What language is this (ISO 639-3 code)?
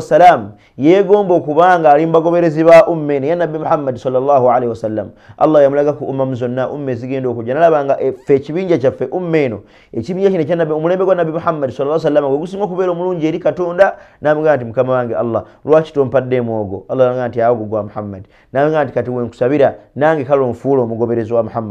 lug